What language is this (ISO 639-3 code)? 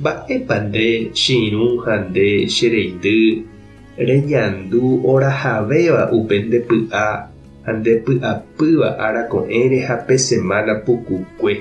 grn